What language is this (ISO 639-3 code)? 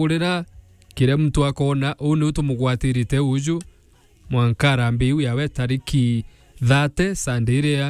mer